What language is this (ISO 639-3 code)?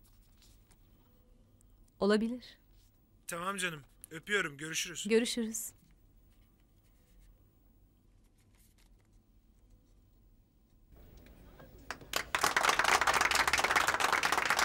tur